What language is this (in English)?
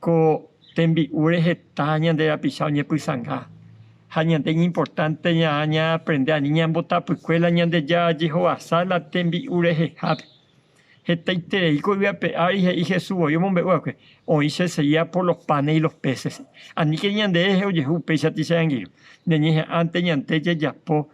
Guarani